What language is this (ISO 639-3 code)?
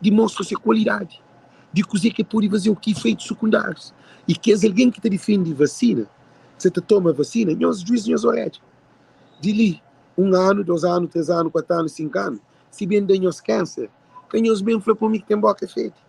kea